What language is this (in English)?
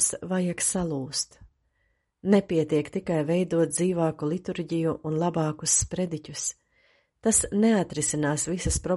Latvian